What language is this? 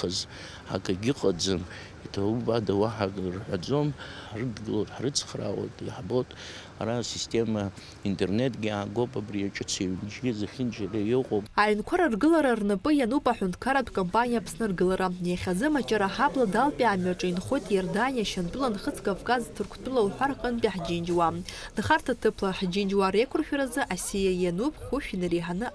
Abkhazian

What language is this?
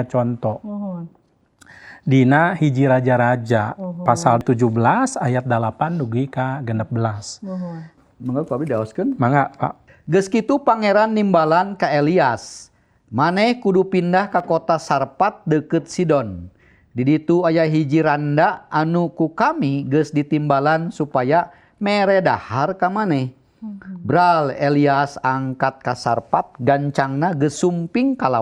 Sundanese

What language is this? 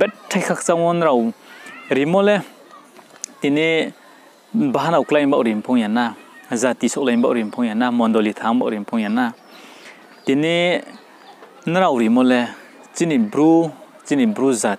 Riang (India)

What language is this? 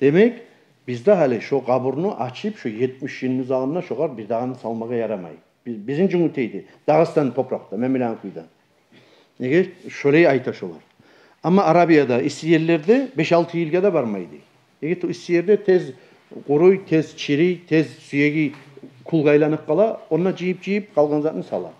Kumyk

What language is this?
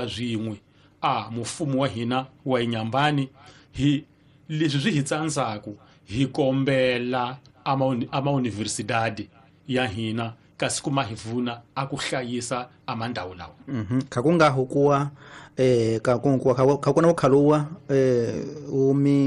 Tsonga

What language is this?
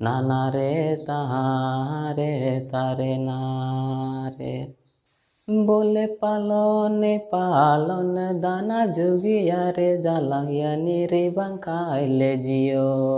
Santali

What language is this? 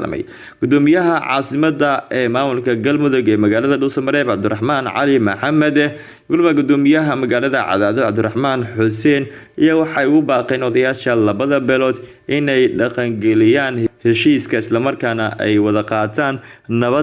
Somali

